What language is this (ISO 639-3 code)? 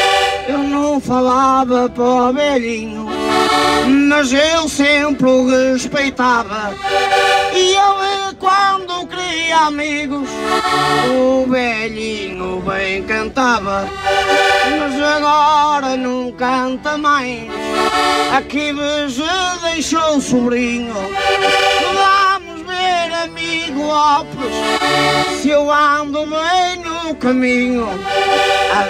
por